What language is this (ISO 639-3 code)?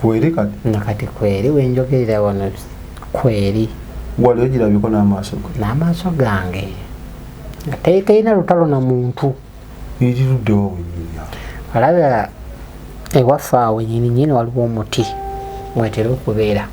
lug